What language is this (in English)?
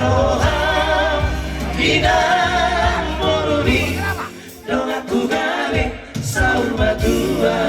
Batak Toba